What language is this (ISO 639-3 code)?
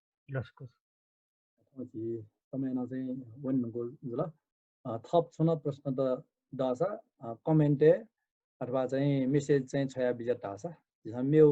new